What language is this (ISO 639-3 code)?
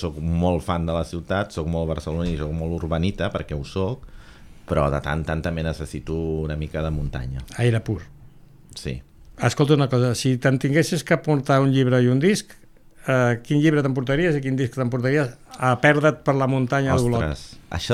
cat